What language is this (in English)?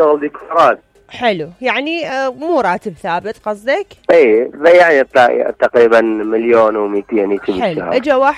Mesopotamian Arabic